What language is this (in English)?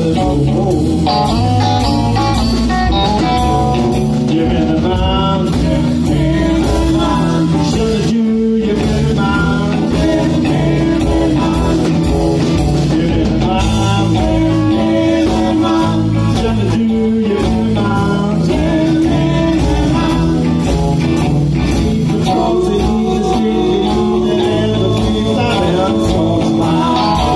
Swedish